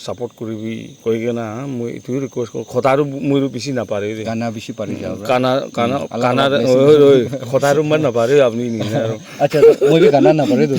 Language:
Naga Pidgin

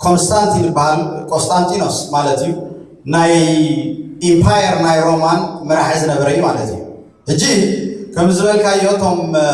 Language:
Tigrinya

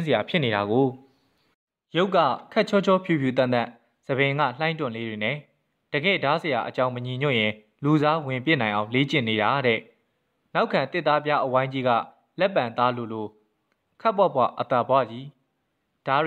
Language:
Burmese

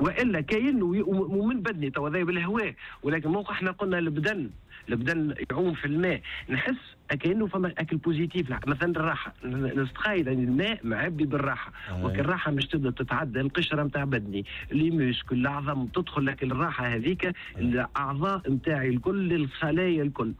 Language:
Tunisian Arabic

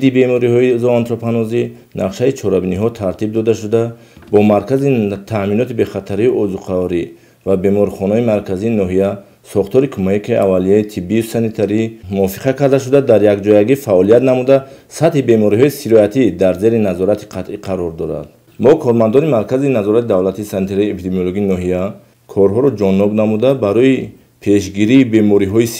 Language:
Tajik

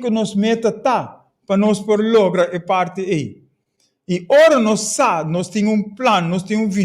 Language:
Papiamento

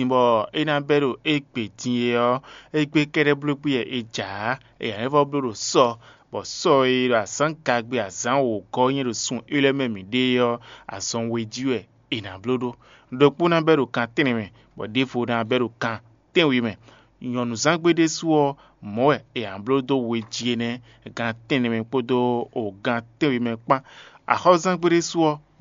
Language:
Fon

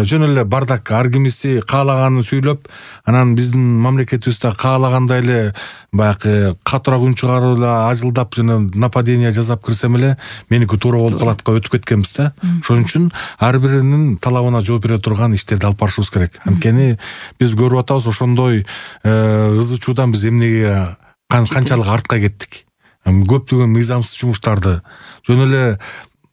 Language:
Kyrgyz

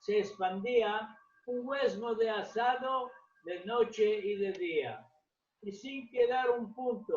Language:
Ladino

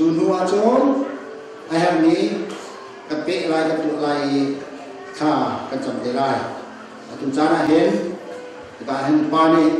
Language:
Hakha Chin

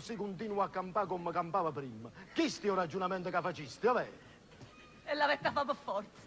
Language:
Neapolitan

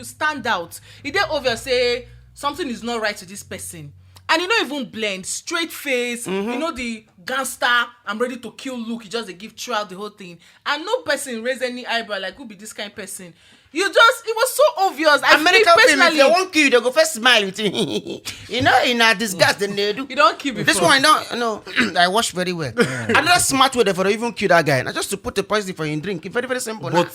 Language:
Nigerian Pidgin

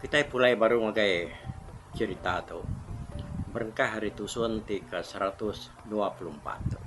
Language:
Iban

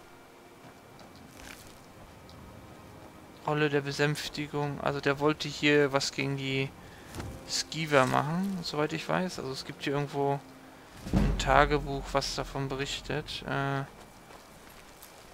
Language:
German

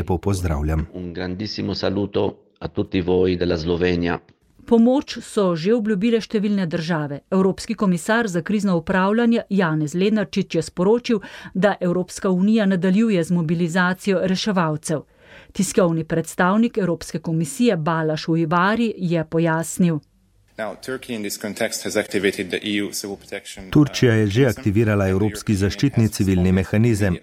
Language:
Slovenian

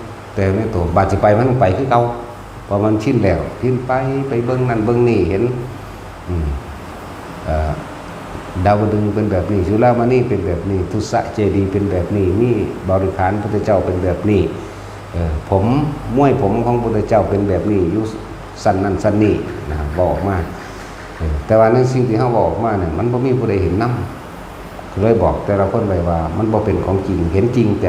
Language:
Northeastern Thai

